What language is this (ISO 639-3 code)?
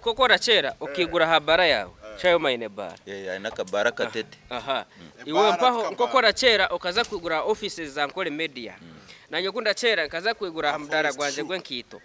nyn